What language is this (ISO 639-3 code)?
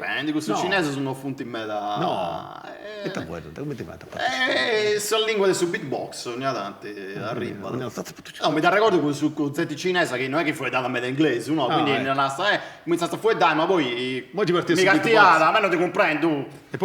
srd